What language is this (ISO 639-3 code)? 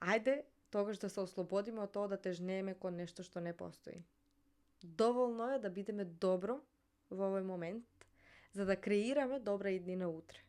mkd